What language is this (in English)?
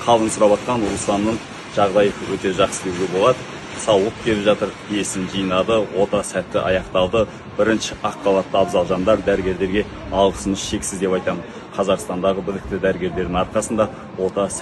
Kazakh